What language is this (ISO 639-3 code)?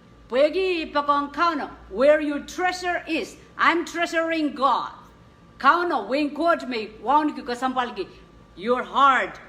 pon